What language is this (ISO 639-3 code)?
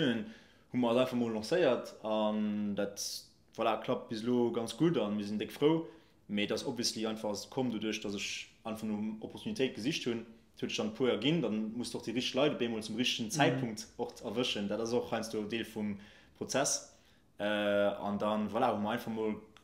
ltz